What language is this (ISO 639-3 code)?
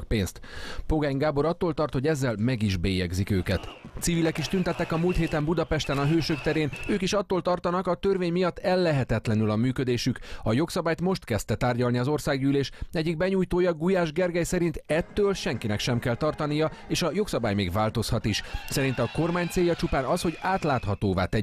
hun